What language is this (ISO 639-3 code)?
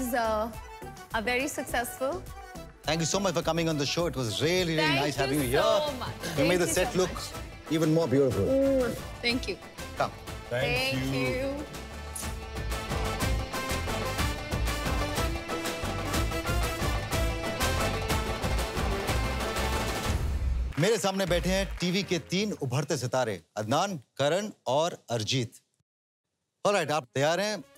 hin